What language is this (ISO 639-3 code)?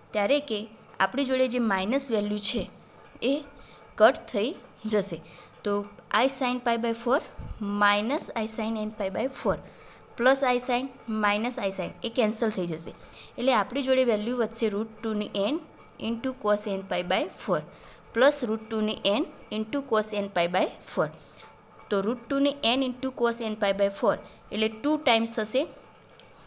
guj